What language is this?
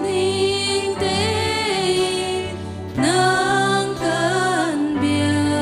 Hakha Chin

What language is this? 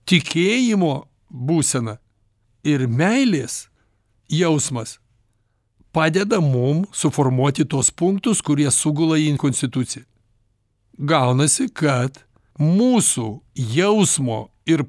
Lithuanian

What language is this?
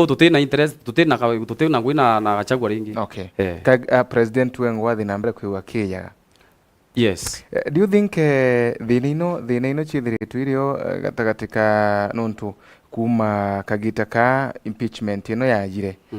Meru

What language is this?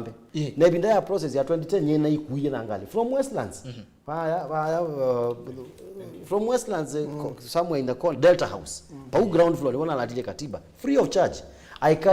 Kamba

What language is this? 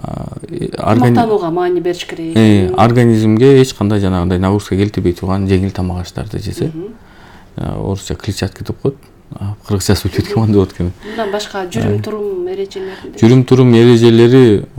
Kyrgyz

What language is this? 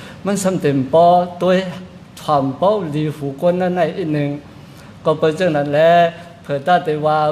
Shan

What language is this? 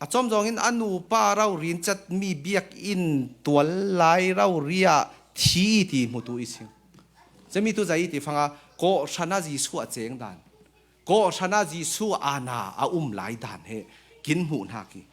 Falam Chin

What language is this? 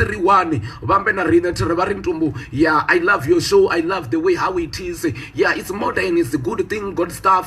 Venda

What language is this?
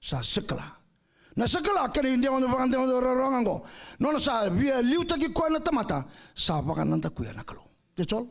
Fijian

